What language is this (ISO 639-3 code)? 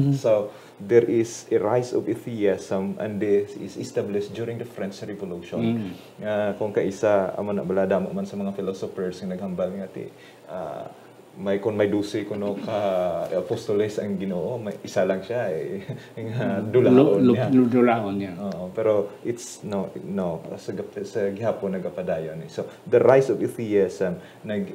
hil